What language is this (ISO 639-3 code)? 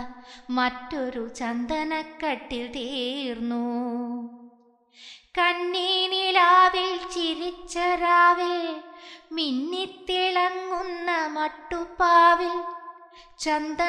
mal